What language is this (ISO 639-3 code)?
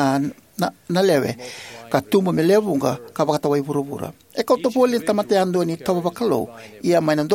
fij